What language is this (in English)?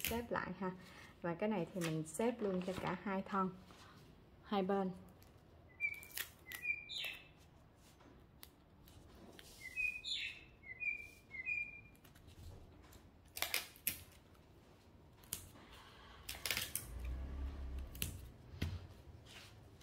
Vietnamese